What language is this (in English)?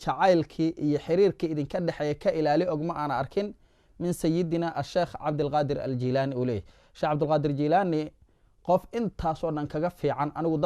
Somali